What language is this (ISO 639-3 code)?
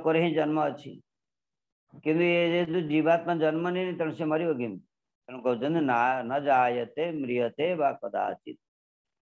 ori